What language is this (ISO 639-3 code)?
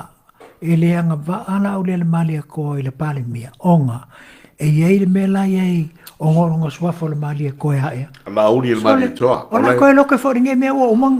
smo